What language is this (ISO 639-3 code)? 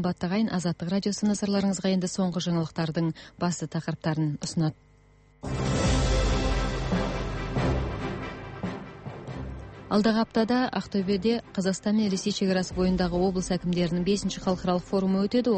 kaz